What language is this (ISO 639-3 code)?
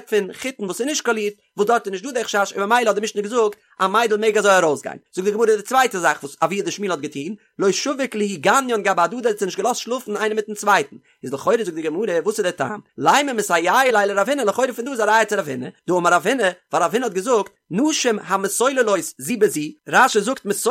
yid